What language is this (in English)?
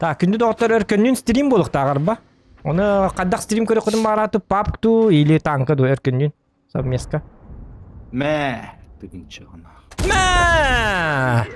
Yakut